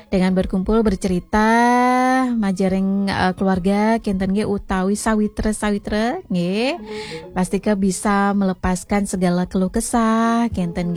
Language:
Balinese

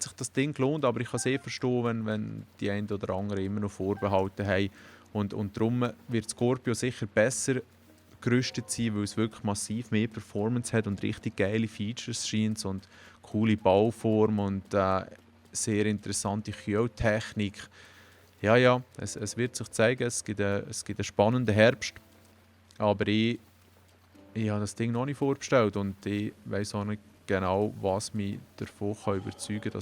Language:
Swiss German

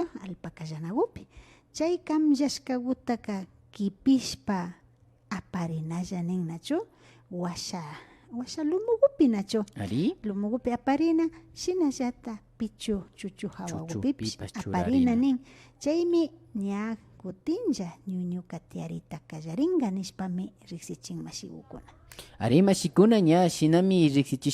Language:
Imbabura Highland Quichua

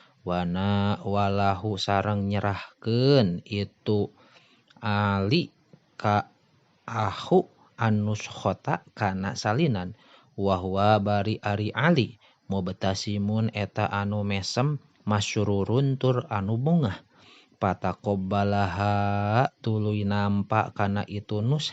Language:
Sundanese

